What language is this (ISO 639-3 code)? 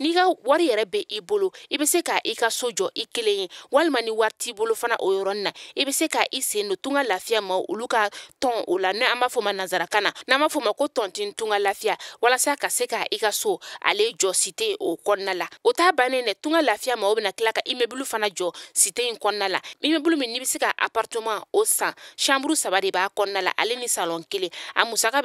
bam